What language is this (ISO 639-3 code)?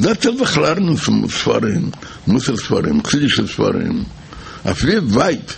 yid